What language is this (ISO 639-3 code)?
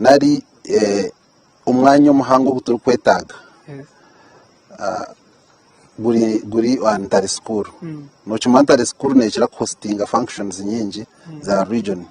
nyn